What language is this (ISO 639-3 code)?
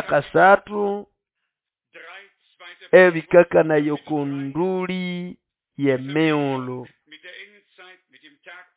nnb